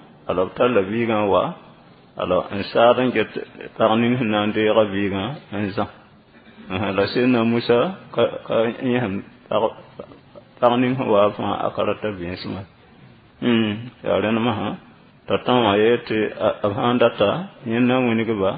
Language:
Mossi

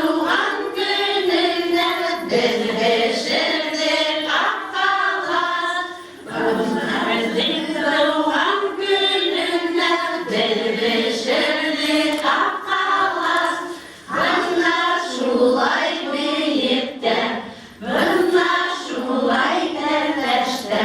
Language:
Bashkir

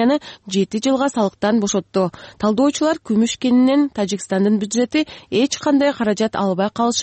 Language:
Kyrgyz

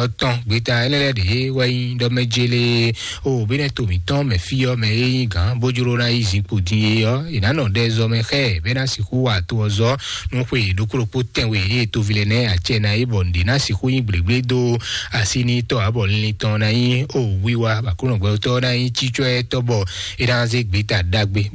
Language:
Fon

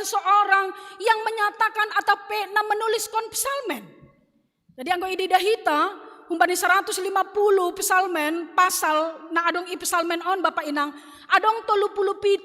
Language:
Batak Simalungun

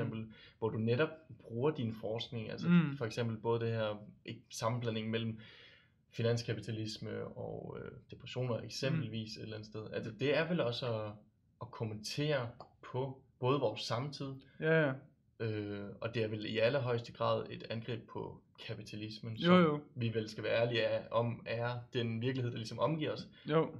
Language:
Danish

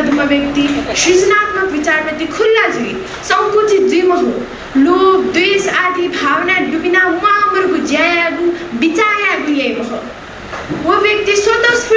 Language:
Newari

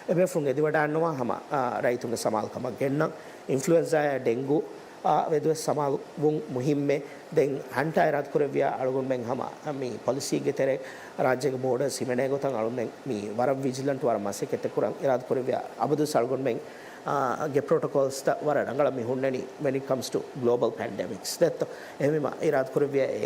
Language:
Divehi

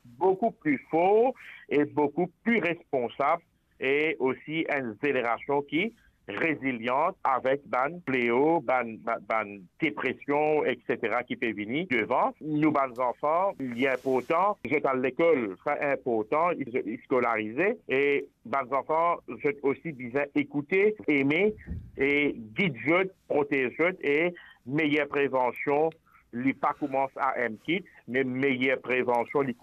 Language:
Morisyen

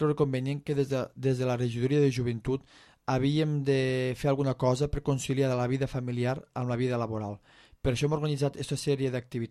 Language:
Catalan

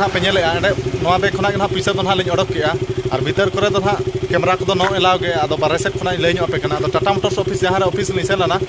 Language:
Santali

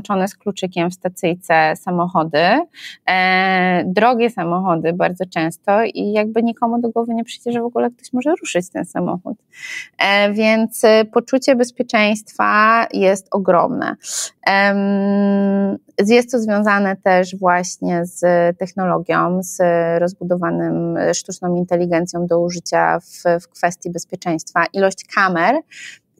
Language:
Polish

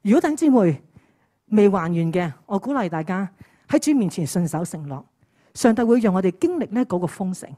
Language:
Cantonese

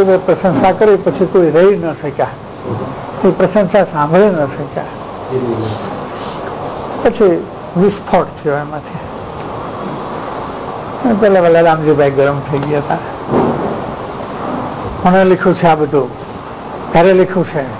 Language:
Gujarati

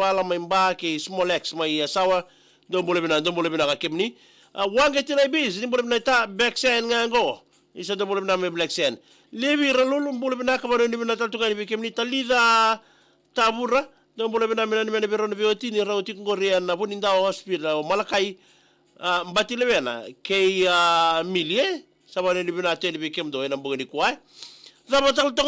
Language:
Fijian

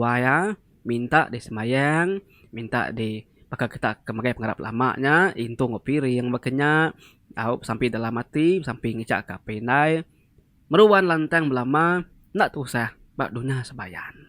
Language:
Iban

